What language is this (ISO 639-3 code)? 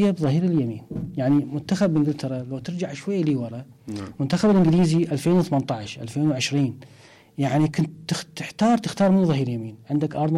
acm